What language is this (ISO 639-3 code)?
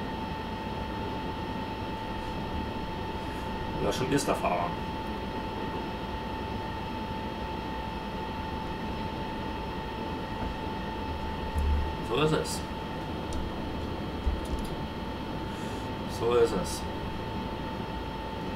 deu